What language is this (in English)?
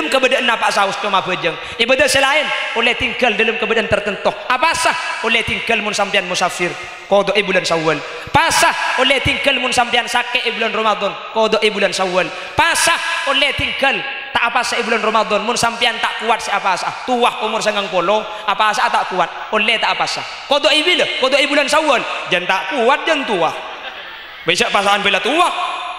Madurese